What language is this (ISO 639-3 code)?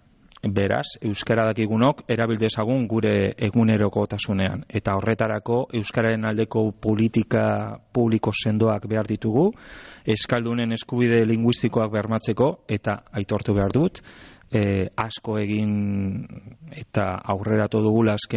eus